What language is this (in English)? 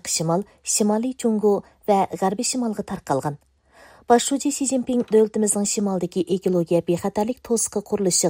Uyghur